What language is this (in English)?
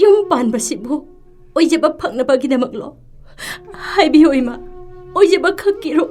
Manipuri